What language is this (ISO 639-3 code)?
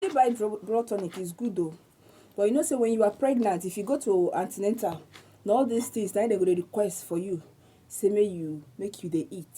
pcm